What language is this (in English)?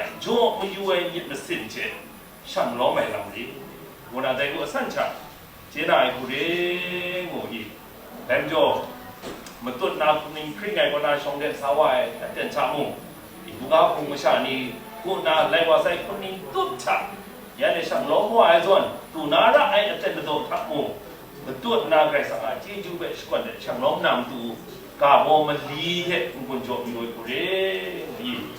Kachin